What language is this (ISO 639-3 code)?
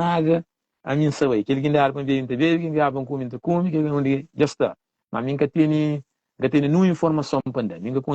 kea